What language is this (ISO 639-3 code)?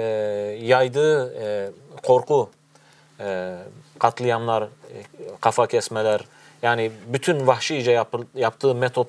tur